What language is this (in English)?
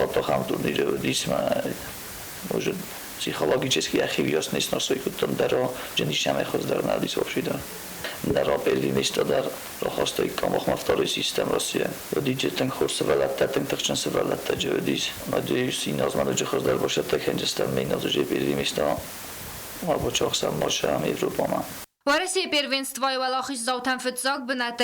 Ossetic